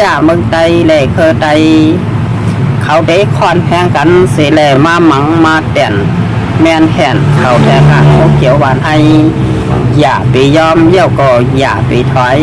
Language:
Shan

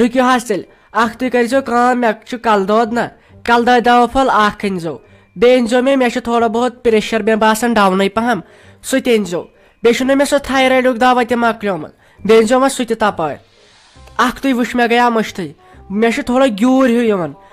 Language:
Kashmiri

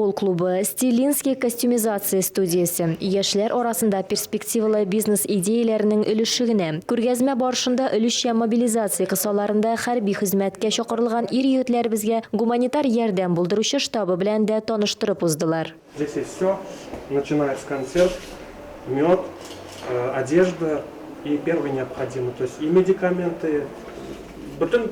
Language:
Tatar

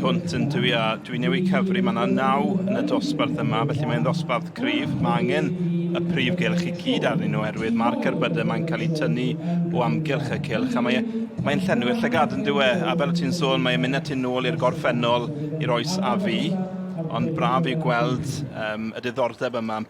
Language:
Welsh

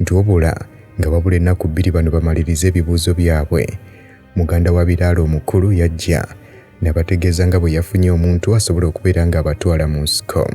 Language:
Ganda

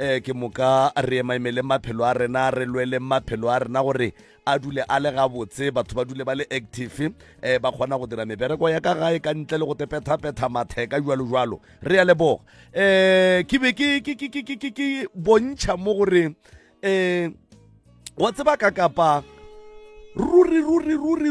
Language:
Northern Sotho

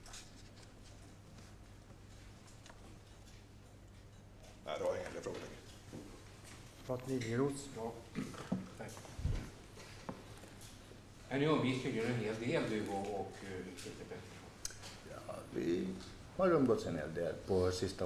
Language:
Swedish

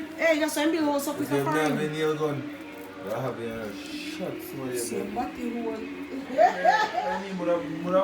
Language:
Jamaican Creole English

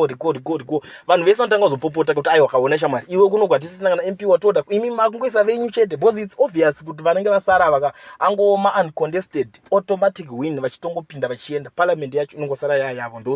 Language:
Shona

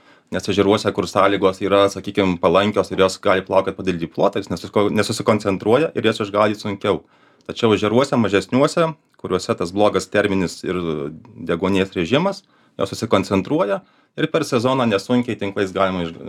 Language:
Lithuanian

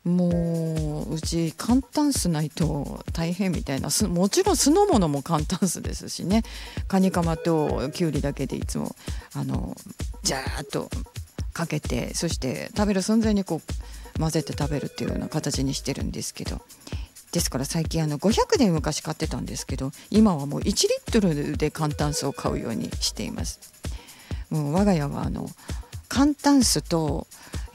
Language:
Japanese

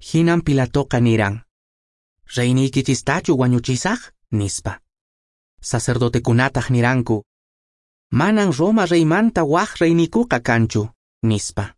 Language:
Quechua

